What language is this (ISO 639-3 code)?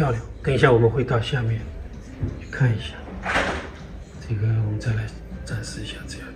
zho